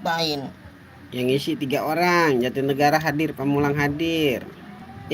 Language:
Betawi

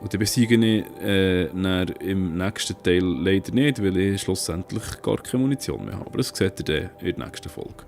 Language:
Swiss German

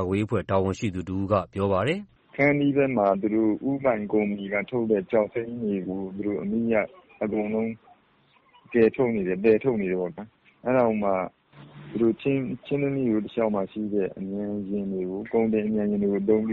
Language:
Burmese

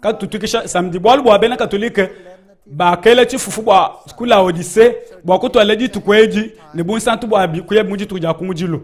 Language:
Luba-Lulua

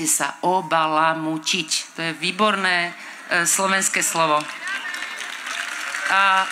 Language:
Slovak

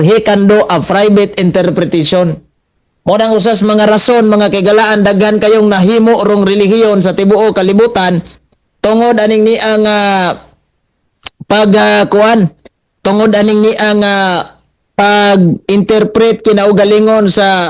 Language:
Cebuano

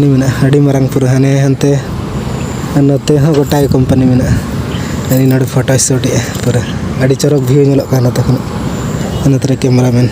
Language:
Santali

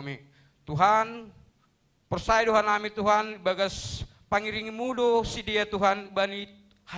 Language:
Batak Simalungun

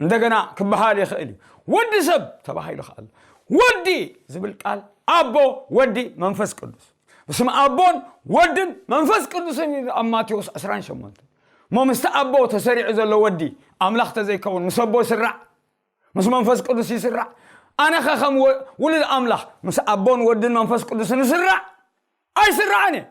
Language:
Tigrinya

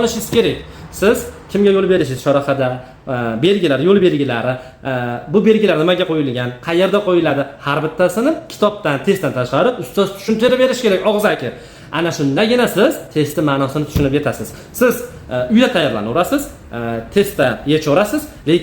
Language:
Uzbek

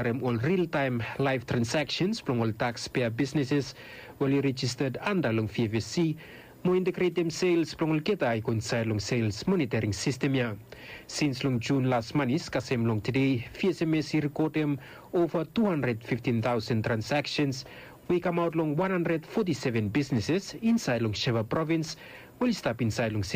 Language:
Bislama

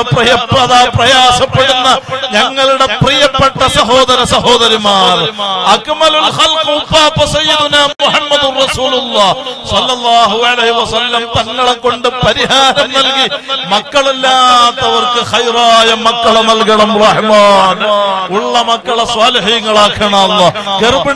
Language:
Malayalam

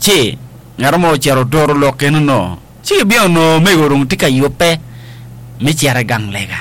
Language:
Acoli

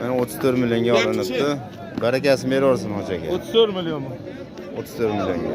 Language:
Uzbek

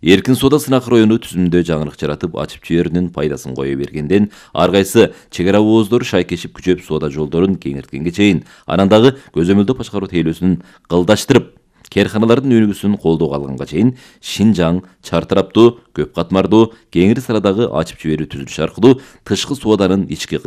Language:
Kyrgyz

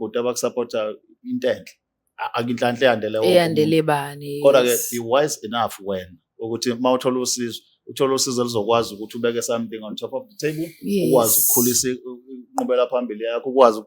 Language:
Zulu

